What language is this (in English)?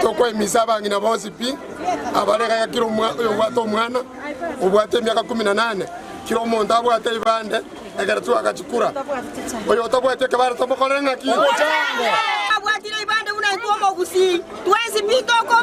Gusii